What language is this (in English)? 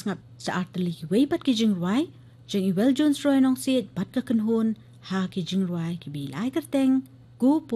Khasi